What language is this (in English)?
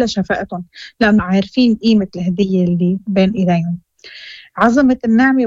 Moroccan Arabic